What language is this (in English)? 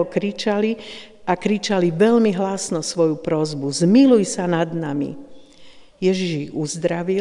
Slovak